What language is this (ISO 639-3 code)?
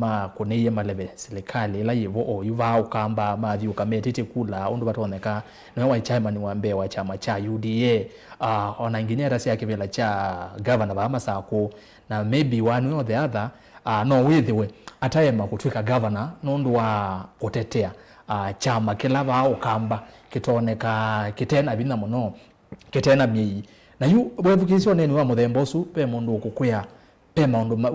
kam